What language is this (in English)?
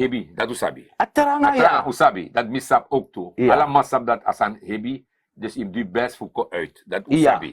Sranan Tongo